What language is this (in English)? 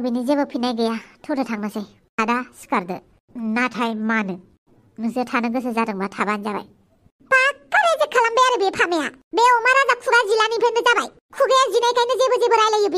Bodo